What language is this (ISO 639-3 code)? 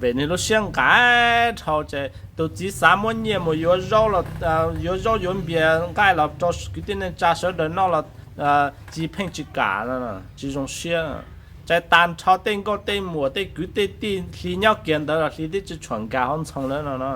hmn